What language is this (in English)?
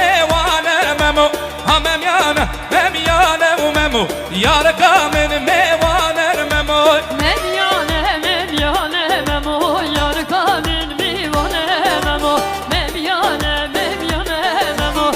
Kurdish